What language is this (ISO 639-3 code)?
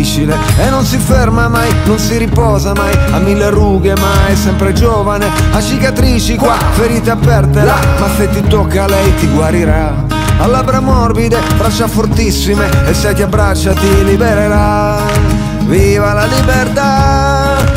ita